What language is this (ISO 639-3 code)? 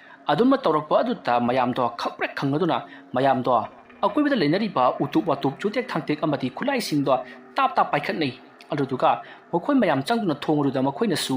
mni